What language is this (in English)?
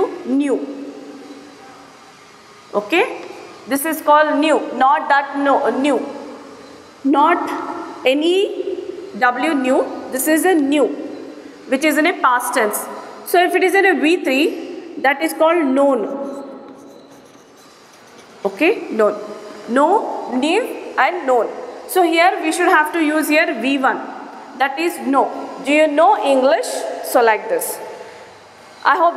English